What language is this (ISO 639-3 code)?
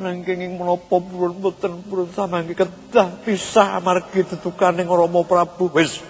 jav